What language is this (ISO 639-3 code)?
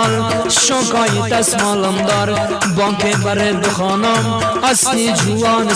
fas